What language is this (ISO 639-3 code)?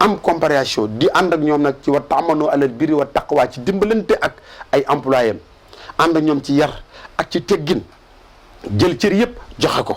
wol